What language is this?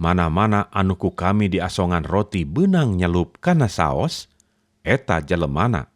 Sundanese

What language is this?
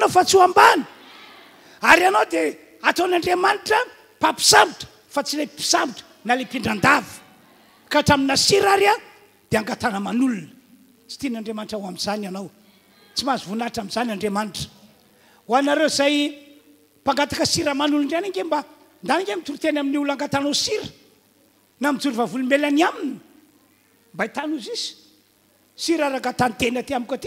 Malagasy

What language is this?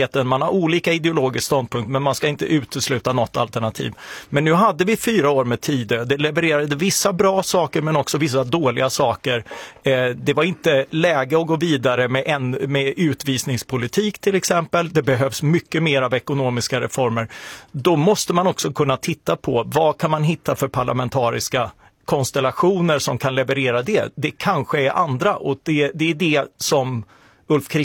Swedish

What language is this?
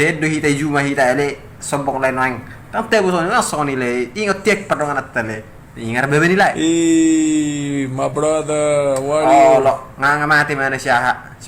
Batak Toba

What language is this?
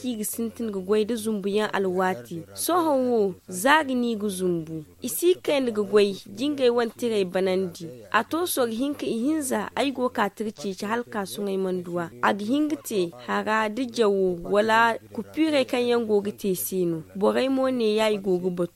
Zarma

